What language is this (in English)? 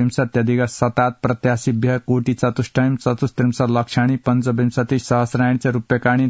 Sanskrit